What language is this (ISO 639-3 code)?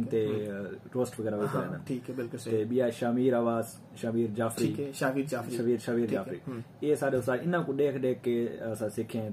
skr